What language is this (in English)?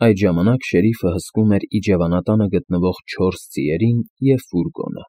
Armenian